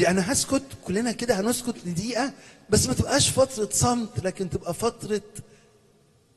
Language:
Egyptian Arabic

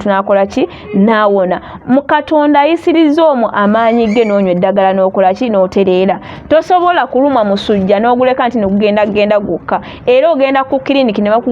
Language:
Ganda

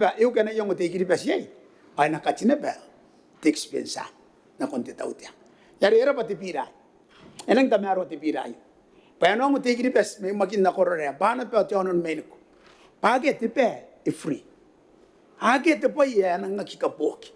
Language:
Gilbertese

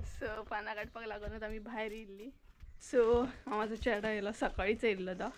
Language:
Konkani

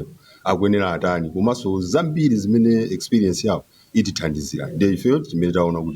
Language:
Nyanja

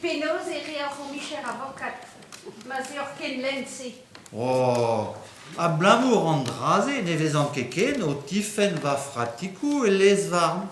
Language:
Breton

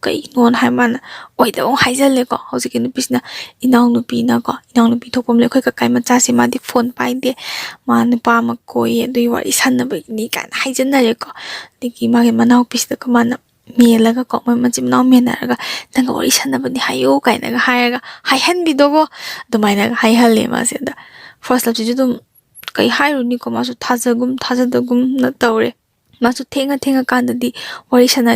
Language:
Manipuri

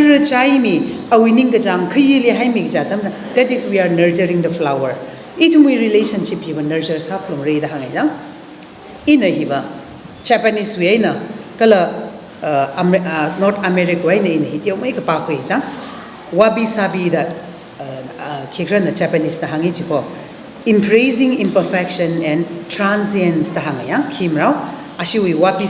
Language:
Tangkhul Naga (India)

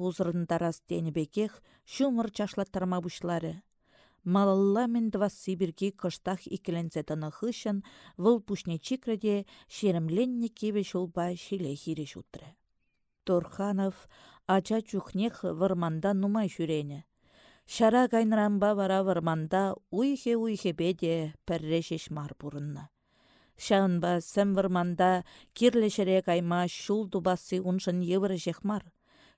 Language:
Chuvash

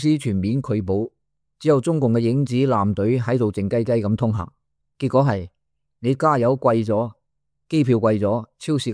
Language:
Cantonese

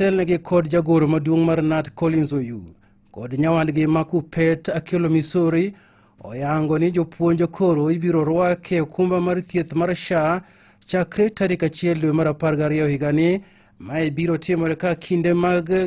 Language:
Luo (Kenya and Tanzania)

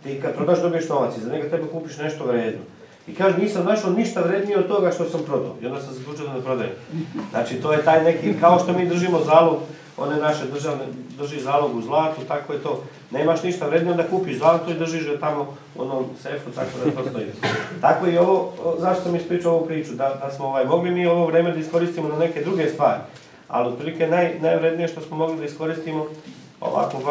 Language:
Serbian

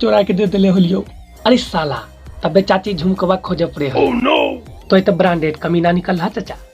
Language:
Magahi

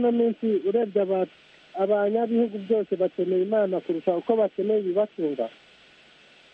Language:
Kinyarwanda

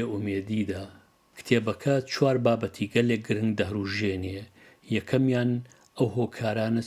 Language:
Central Kurdish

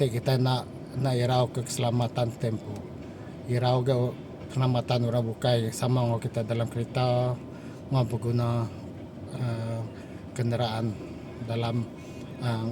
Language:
Iban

